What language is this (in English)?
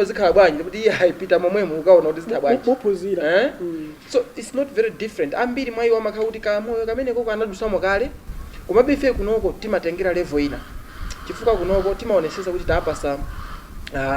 Nyanja